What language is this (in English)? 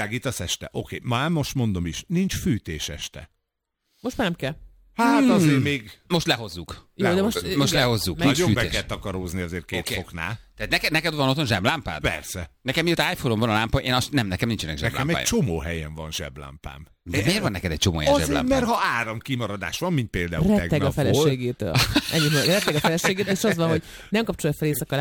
Hungarian